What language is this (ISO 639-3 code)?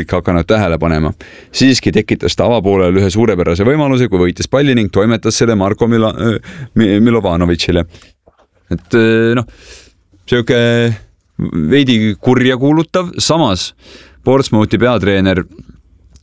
est